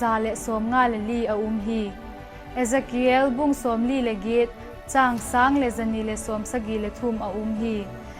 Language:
Vaiphei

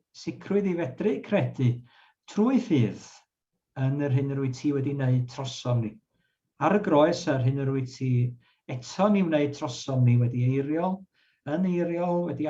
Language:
Welsh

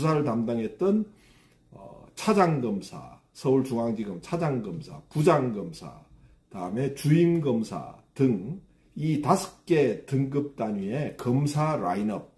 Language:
Korean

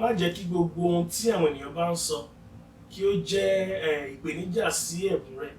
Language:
Yoruba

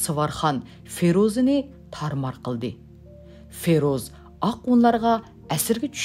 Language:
Uyghur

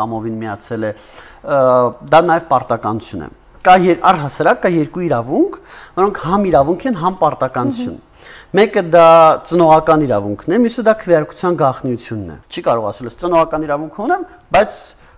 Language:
Armenian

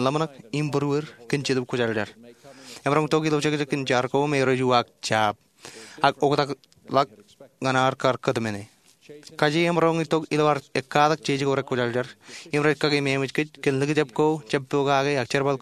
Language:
Marshallese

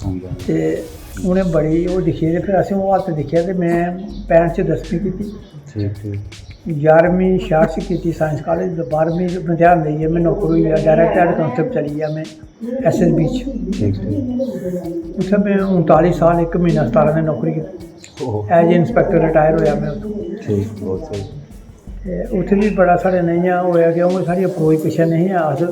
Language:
Dogri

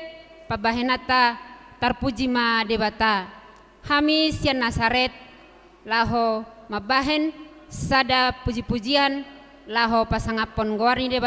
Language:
Batak Toba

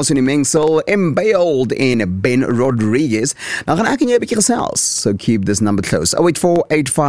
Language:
Afrikaans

